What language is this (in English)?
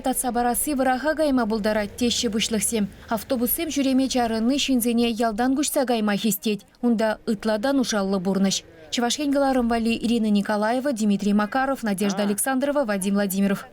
Chuvash